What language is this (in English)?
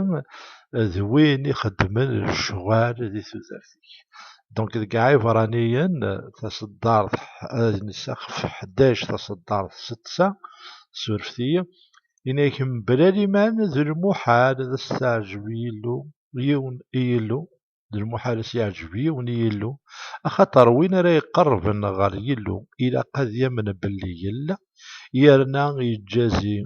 Kabyle